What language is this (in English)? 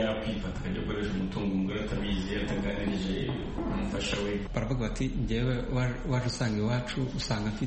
Kinyarwanda